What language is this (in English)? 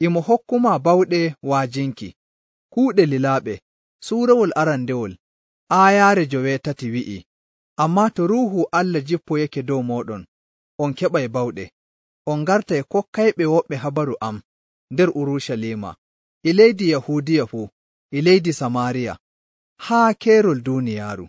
Nigerian Fulfulde